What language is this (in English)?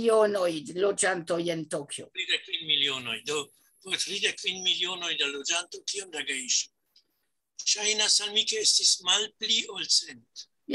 Esperanto